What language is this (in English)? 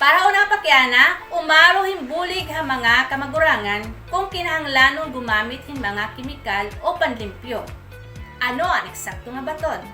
Waray